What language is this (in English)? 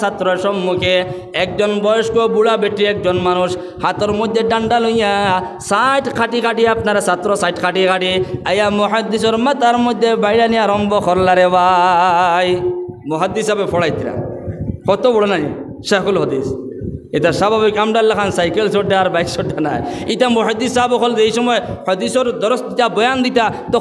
Sylheti